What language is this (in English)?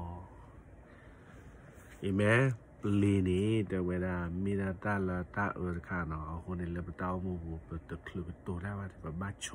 S'gaw Karen